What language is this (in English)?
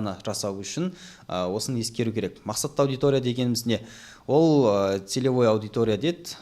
Kazakh